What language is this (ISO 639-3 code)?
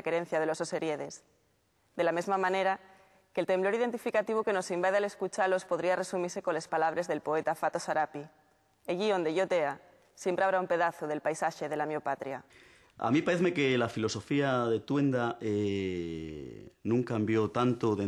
ast